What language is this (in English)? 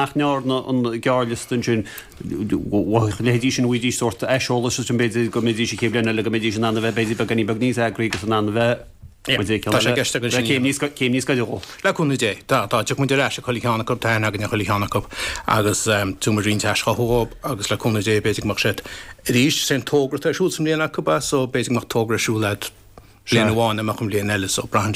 Irish